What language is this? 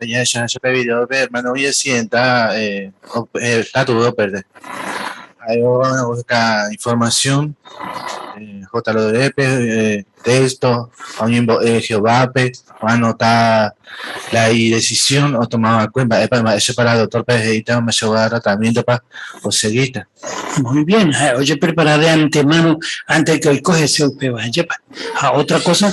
Guarani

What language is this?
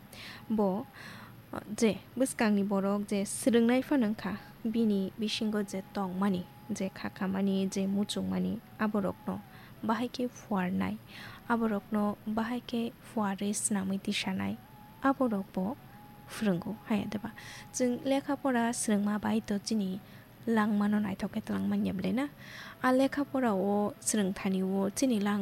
Kok Borok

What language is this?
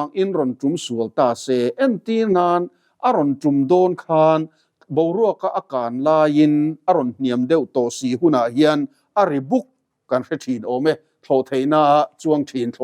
Mizo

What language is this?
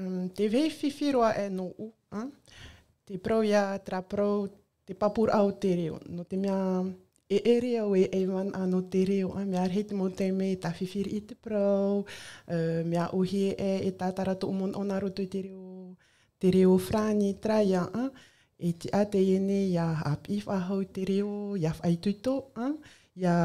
Tahitian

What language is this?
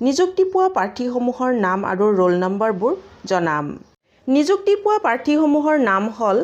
Assamese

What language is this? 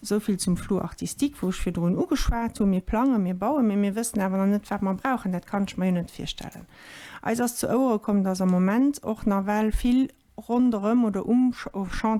Luxembourgish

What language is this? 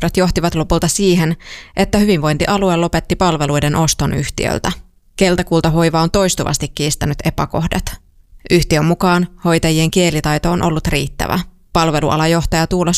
Finnish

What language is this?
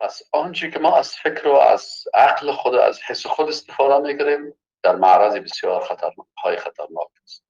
Persian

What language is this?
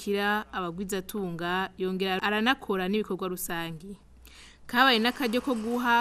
Rundi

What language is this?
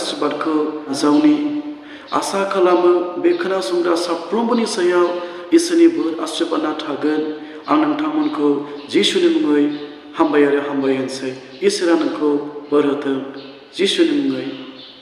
Bodo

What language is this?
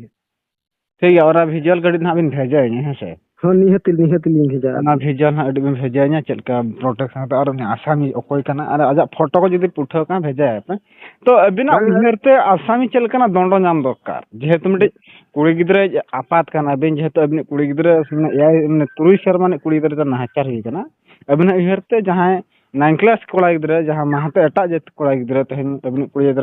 Santali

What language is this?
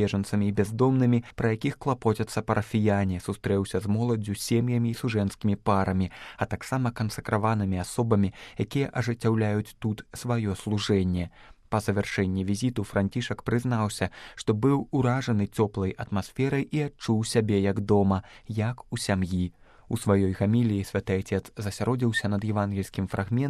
Belarusian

